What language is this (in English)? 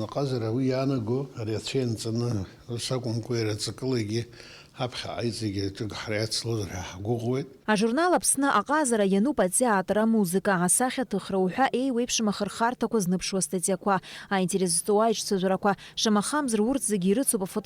Abkhazian